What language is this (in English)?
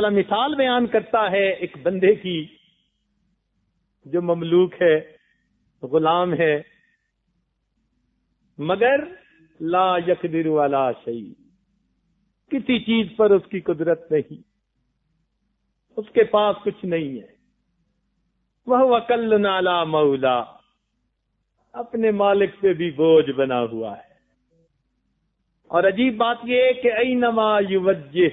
Urdu